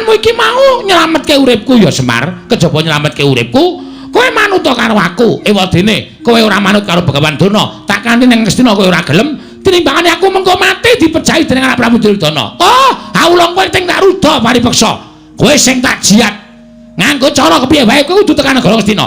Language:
Javanese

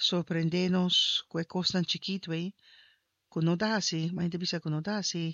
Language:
Papiamento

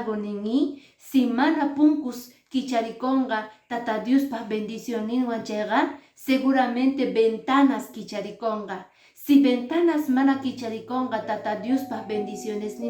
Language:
Quechua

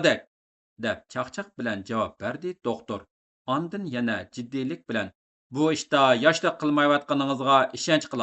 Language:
Uyghur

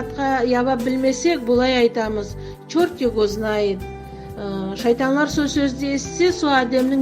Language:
Nogai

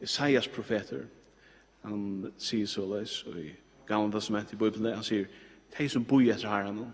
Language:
Faroese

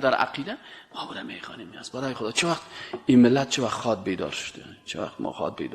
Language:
Persian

